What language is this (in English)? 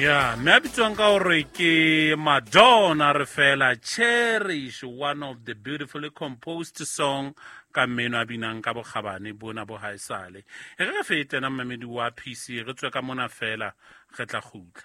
Southern Sotho